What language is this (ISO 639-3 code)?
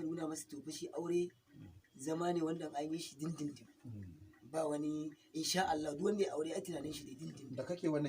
hau